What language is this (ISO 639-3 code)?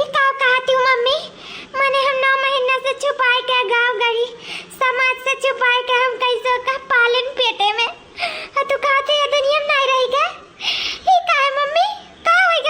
awa